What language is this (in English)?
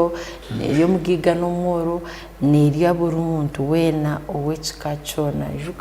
Tooro